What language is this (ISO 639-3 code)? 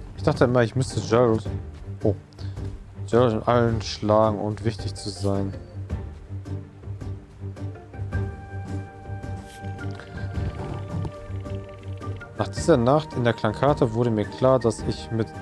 deu